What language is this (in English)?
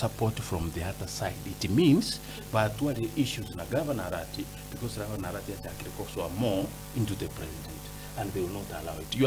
Gusii